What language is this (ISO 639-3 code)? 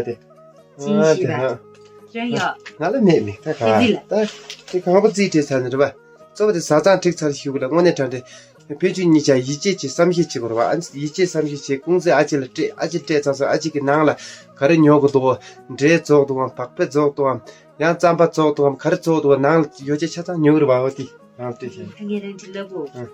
bod